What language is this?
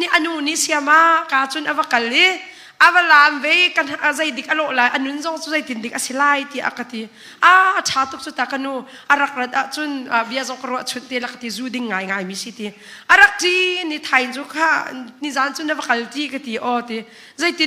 Hakha Chin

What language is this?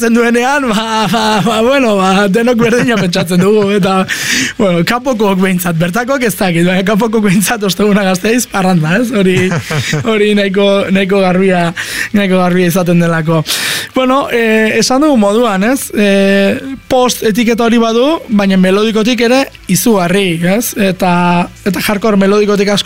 Basque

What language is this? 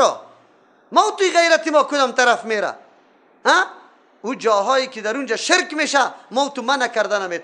Persian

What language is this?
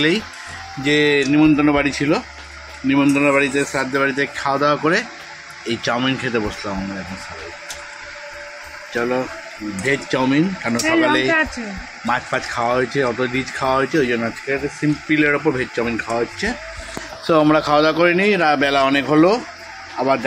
Bangla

